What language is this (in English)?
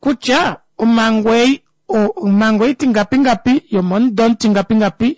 Kuanyama